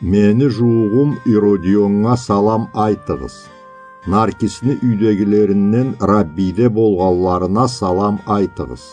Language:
Karachay-Balkar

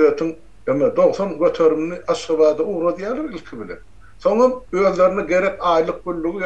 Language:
Turkmen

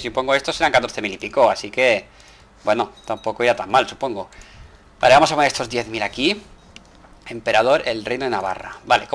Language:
Spanish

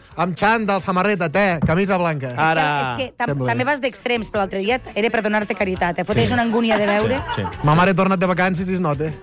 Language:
Catalan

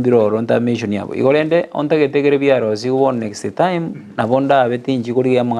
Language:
Gusii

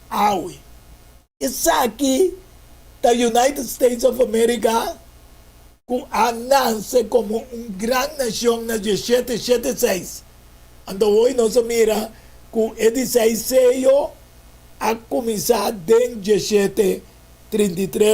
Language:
Papiamento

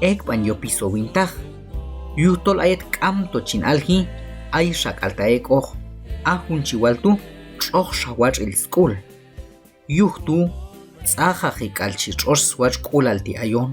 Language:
Q'anjob'al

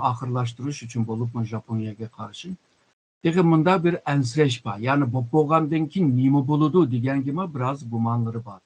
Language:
Uyghur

